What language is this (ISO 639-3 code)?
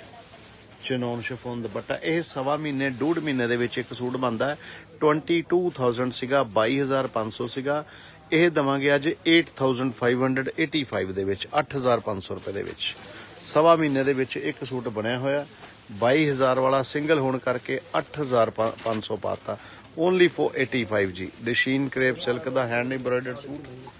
pan